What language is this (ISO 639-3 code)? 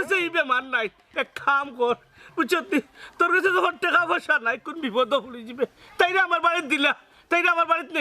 syl